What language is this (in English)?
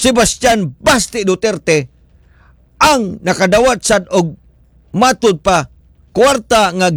Cebuano